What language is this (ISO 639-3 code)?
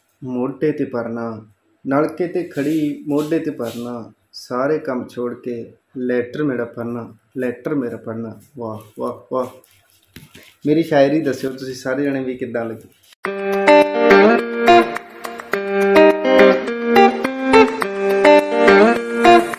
pan